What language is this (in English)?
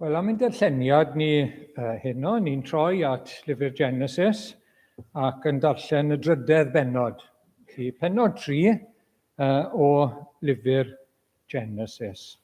Welsh